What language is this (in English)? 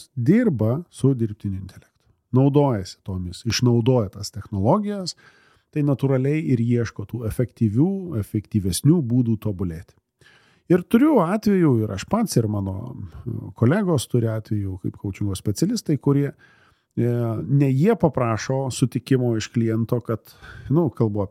Lithuanian